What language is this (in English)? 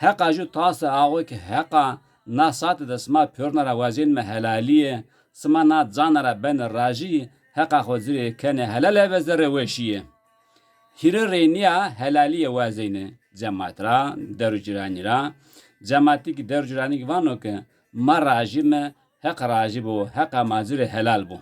Zaza